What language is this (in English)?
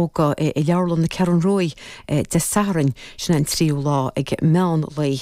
Irish